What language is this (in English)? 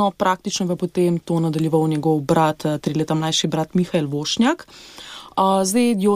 Slovenian